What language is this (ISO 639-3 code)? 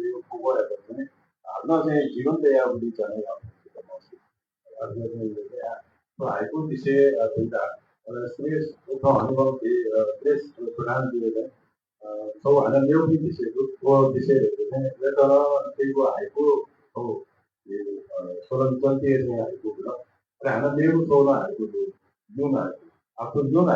new